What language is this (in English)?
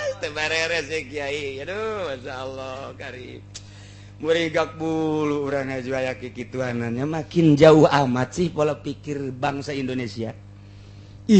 Sundanese